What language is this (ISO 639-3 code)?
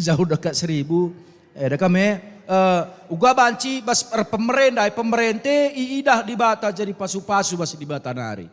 btx